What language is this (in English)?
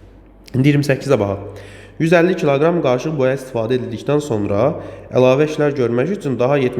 Azerbaijani